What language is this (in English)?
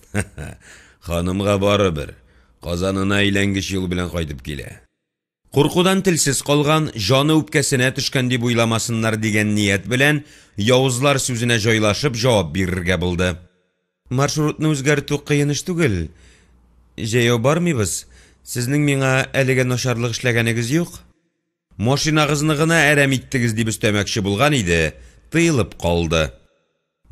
Tatar